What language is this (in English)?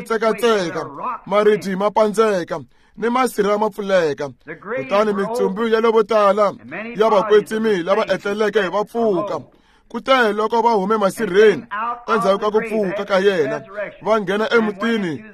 Tsonga